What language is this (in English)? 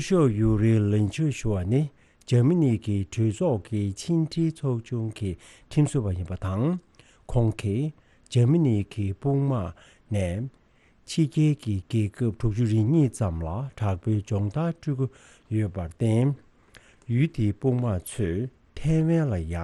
Tibetan